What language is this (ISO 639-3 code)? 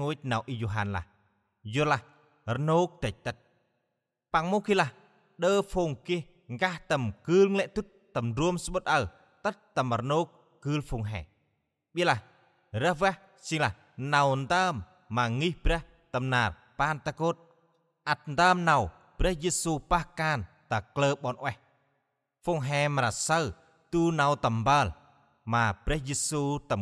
cmo